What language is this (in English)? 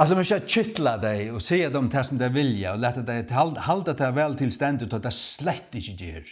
Faroese